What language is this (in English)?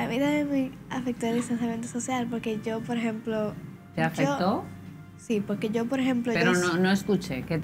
Spanish